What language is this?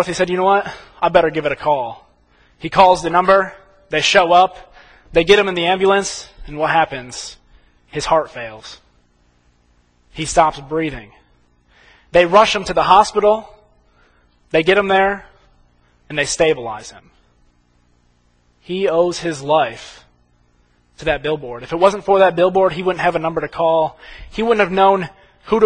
English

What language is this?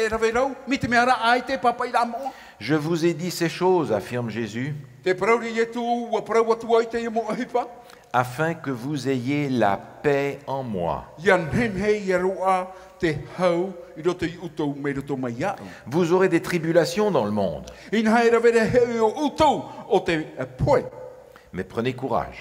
Tahitian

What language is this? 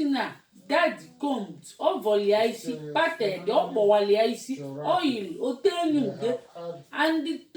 Igbo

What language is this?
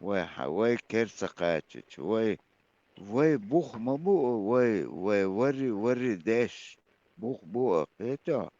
Chechen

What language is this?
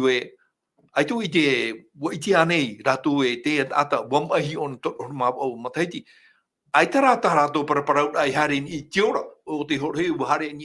Tahitian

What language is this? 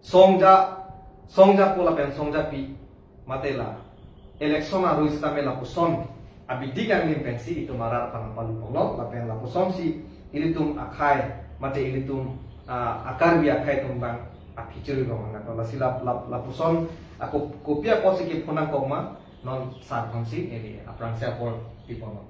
Karbi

